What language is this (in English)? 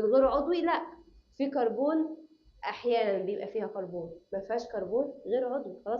Egyptian Arabic